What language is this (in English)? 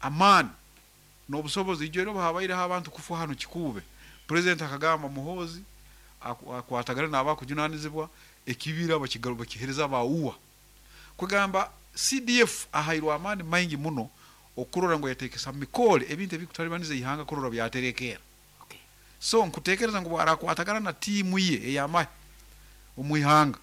Nyankole